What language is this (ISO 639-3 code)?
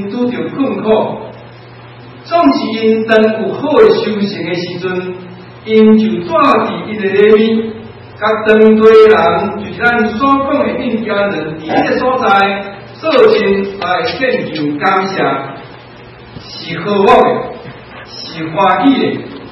nan